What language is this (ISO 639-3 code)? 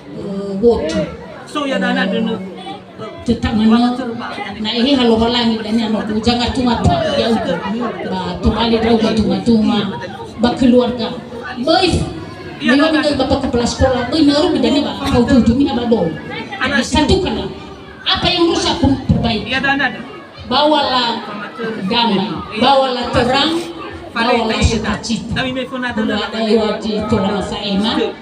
nia